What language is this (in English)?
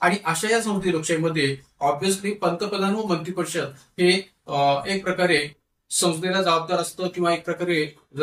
Marathi